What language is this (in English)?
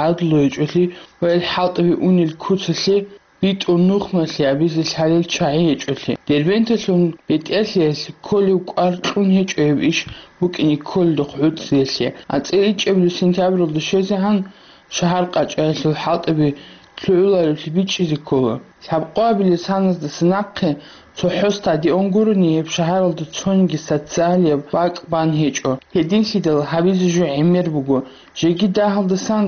Avaric